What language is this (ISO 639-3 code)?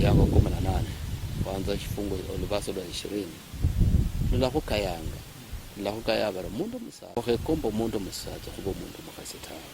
luy